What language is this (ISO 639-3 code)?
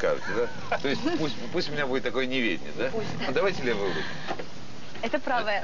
rus